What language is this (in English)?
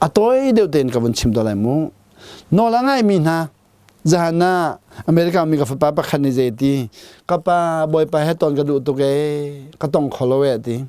Hakha Chin